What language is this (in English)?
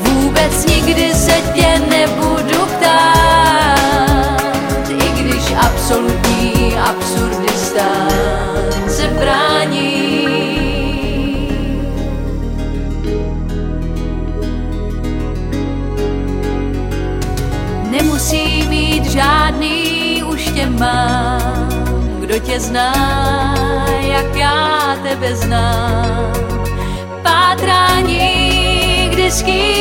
Czech